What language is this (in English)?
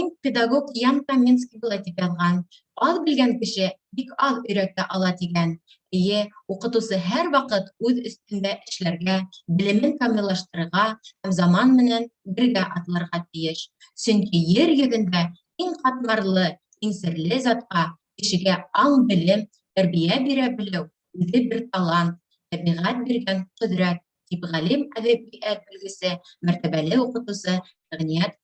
Bashkir